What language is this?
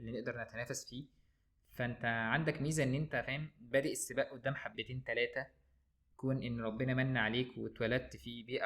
Egyptian Arabic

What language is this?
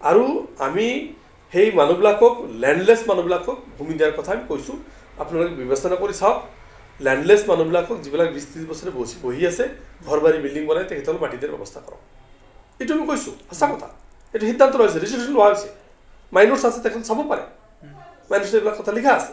Assamese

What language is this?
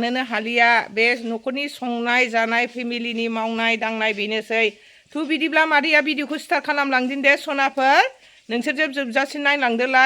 Bodo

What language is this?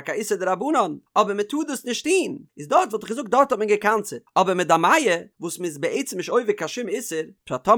Yiddish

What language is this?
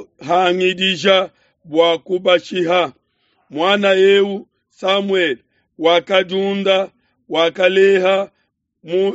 Luba-Lulua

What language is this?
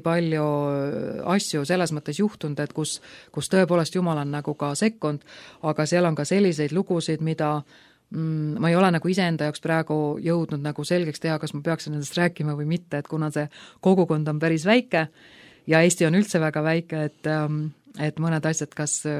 Estonian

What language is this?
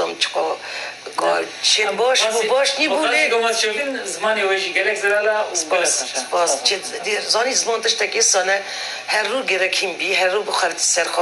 Kurdish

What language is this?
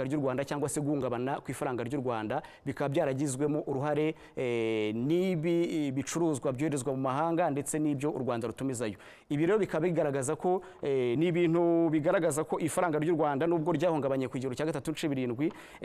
Kinyarwanda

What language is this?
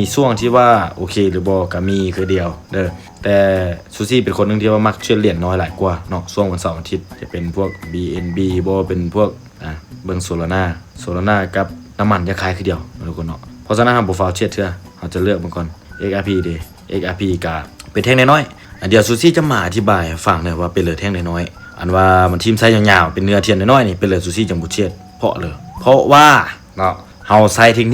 Lao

